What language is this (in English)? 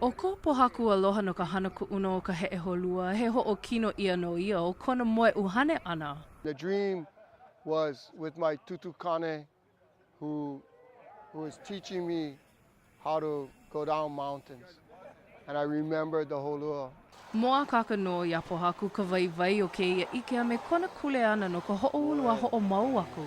Hawaiian